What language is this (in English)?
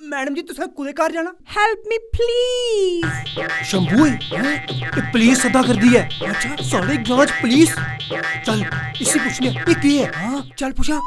Dogri